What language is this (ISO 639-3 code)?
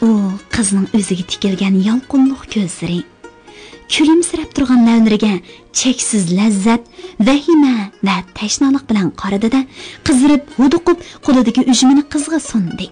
uig